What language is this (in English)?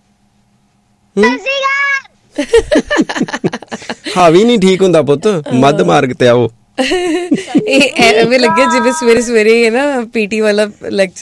Punjabi